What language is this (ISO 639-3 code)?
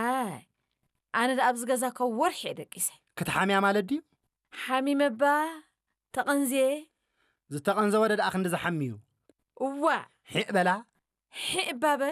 tir